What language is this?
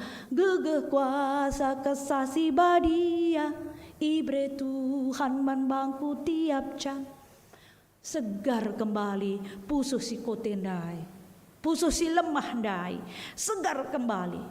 Batak Karo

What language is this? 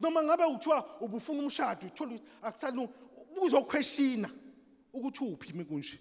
Zulu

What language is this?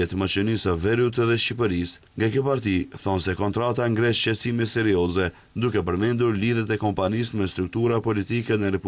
Albanian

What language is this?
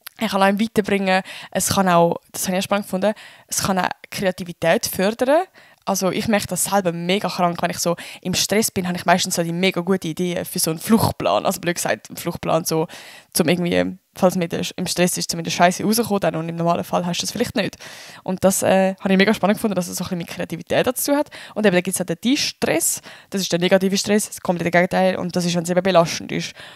Swiss German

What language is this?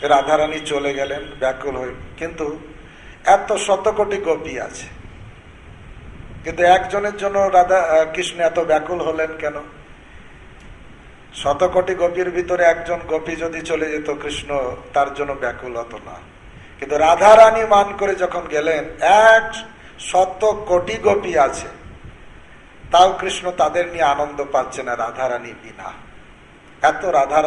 Bangla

